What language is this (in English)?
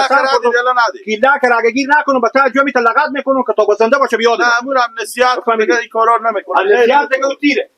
Hazaragi